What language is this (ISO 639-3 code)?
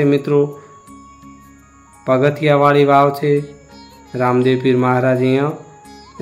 guj